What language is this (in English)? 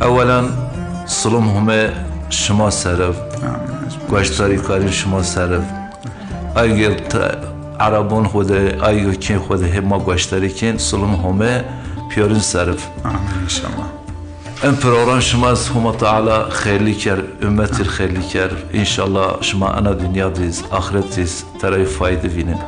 Zaza